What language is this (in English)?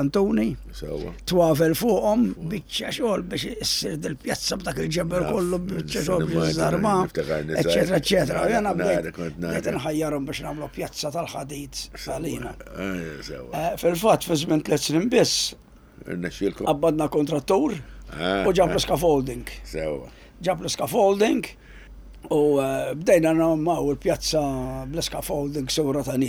Maltese